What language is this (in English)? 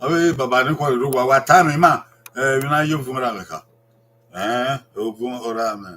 Bini